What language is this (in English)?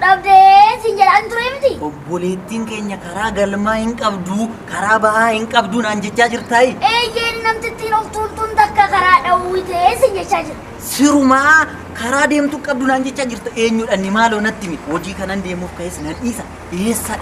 Oromo